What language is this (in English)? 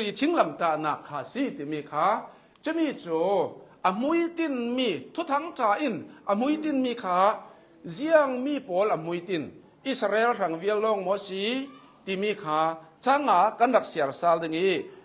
Hakha Chin